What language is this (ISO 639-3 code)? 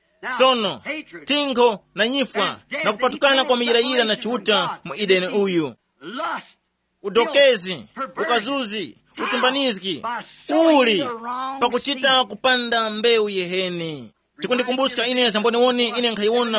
tum